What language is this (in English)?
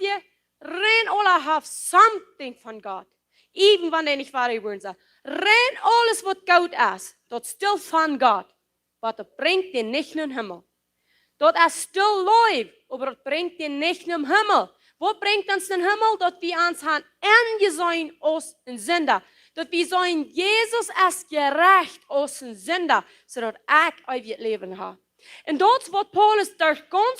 Plautdietsch